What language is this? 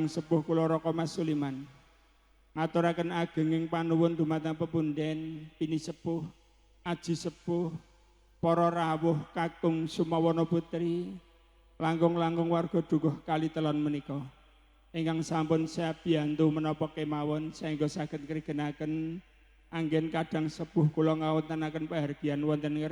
Javanese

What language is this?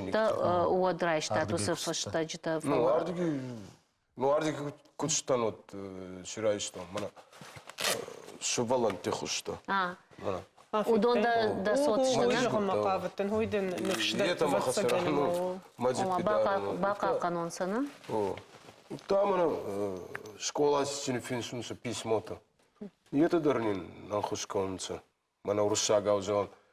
Ossetic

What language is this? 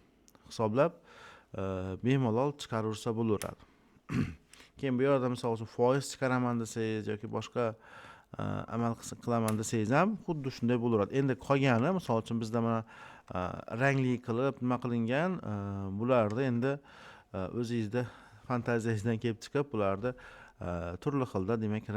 Uzbek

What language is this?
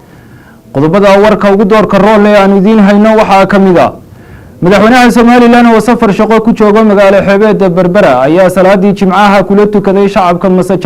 Somali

